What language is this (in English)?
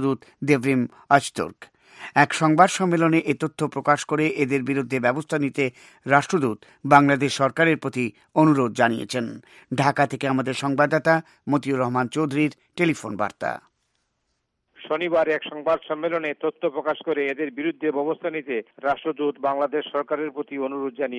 Bangla